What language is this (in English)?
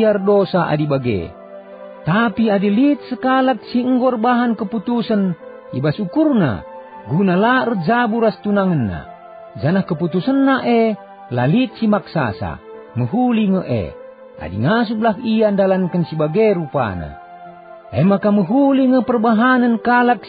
Batak Karo